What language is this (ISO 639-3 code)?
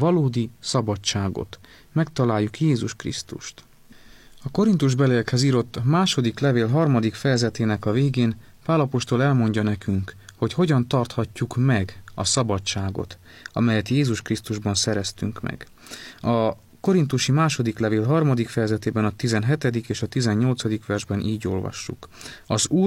hun